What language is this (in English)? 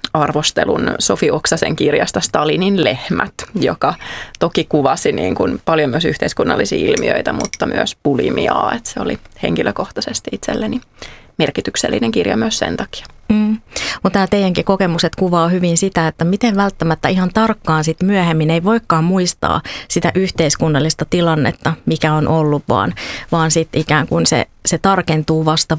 Finnish